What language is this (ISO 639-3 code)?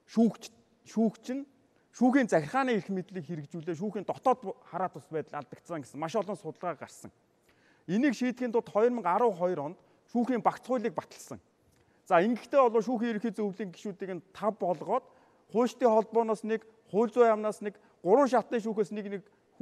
mon